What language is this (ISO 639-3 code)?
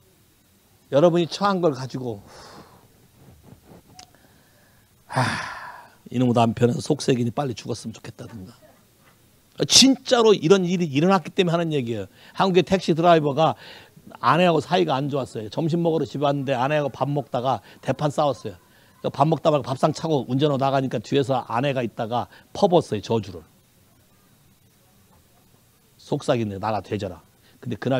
kor